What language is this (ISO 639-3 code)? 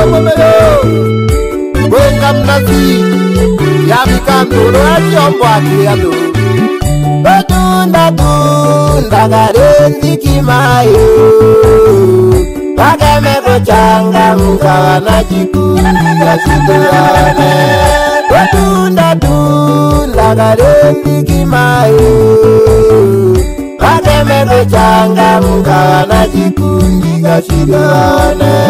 swa